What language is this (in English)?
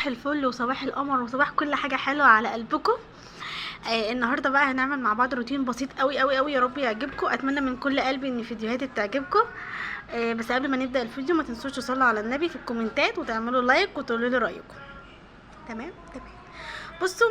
Egyptian Arabic